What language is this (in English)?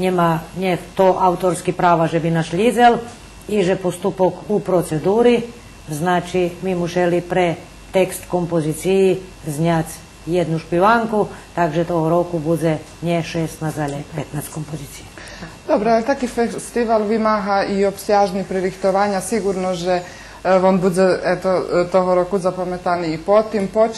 Rusyn